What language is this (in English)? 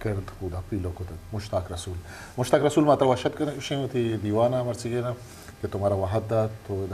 Eastern Balochi